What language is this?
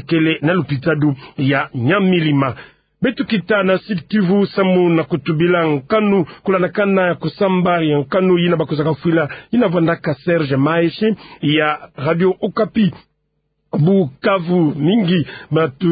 Kituba (Democratic Republic of Congo)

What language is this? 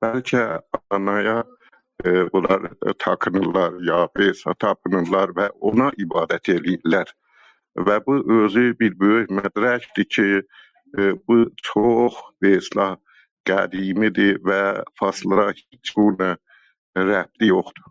South Azerbaijani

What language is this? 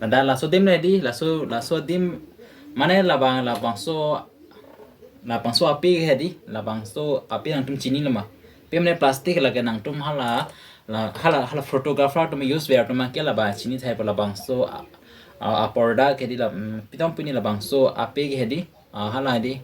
Karbi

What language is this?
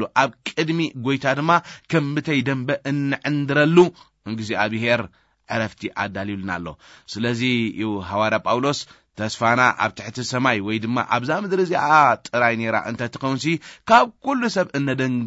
Tigrinya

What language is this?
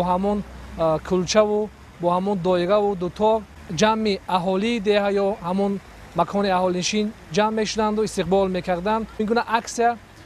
Tajik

